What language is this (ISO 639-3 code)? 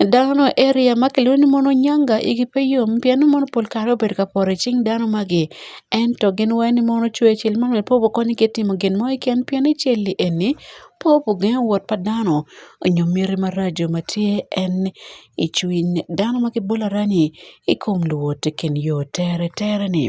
ach